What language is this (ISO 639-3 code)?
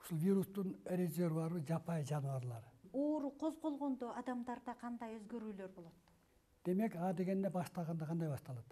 kir